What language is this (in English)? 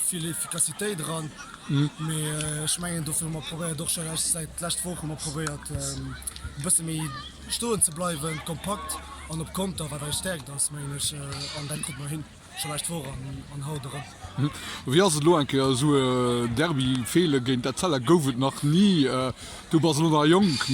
Luxembourgish